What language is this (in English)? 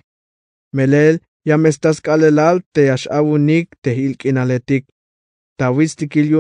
Tzeltal